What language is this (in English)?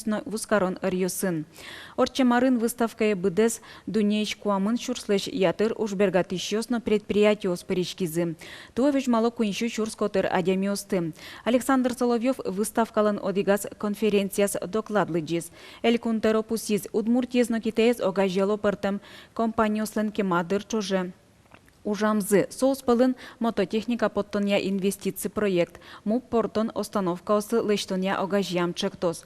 Udmurt